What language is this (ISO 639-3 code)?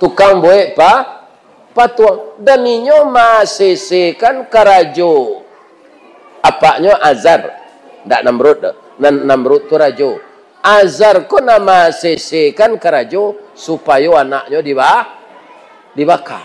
min